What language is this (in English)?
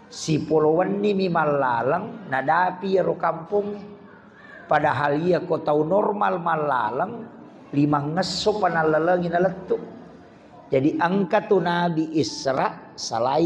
Buginese